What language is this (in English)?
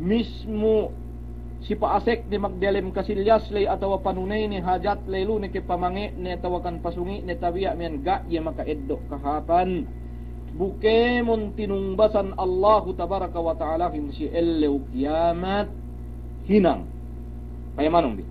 Yakan